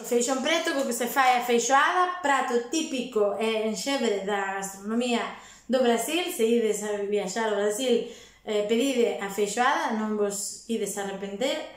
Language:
Galician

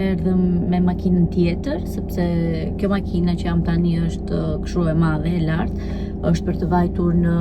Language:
Albanian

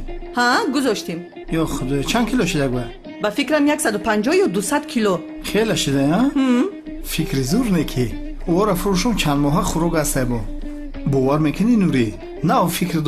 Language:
Tajik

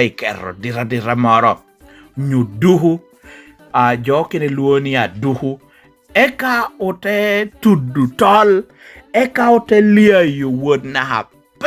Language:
Lango (Uganda)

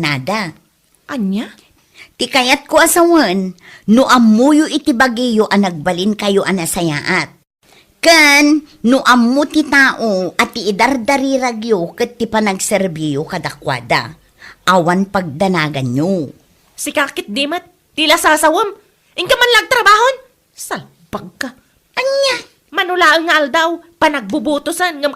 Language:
Iloko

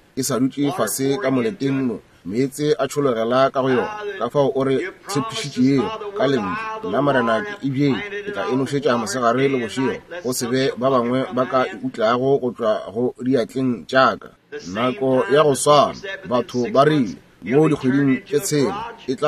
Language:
Northern Sotho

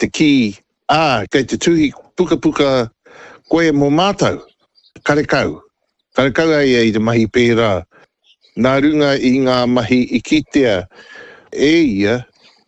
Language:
Māori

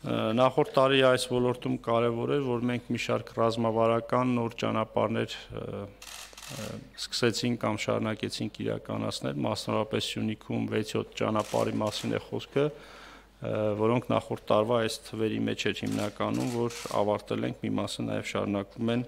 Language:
Armenian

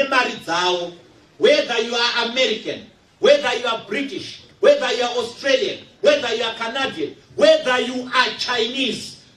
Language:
Shona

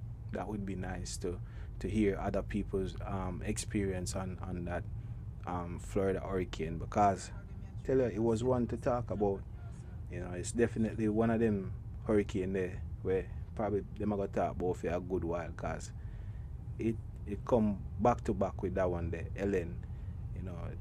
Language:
Jamaican Creole English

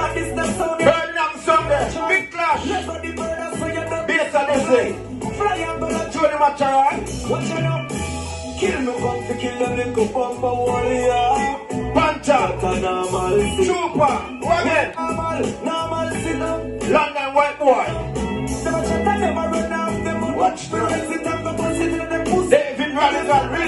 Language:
Jamaican Creole English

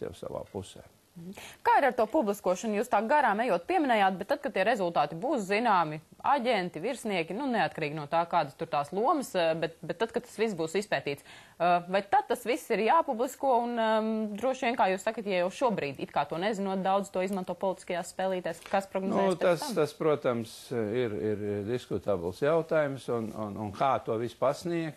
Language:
Latvian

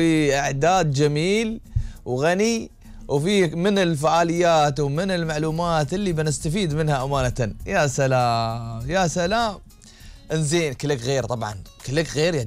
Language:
Gulf Arabic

